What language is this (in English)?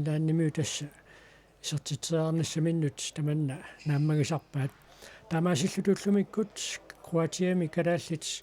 Kalaallisut